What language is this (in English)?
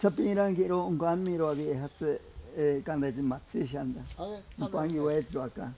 Ashéninka Perené